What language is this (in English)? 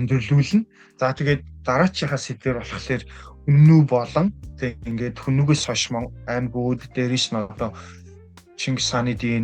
Mongolian